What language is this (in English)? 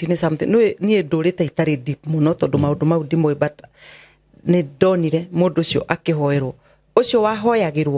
Kikuyu